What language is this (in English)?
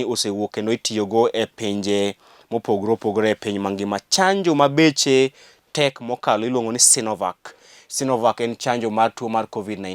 Luo (Kenya and Tanzania)